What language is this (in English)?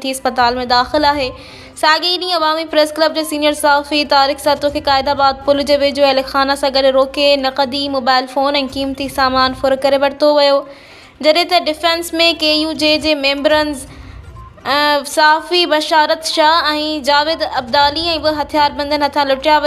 Sindhi